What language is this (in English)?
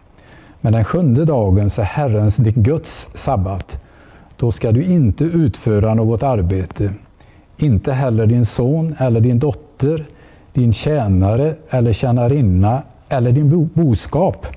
Swedish